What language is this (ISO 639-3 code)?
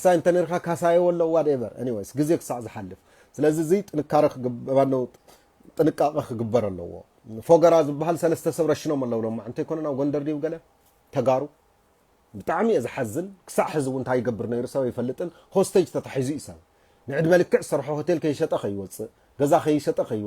tir